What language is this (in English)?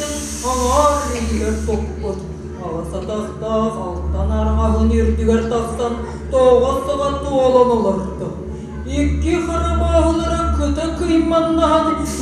Yakut